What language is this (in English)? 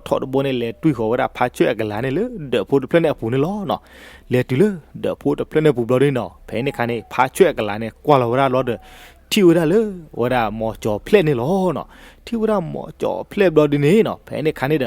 S'gaw Karen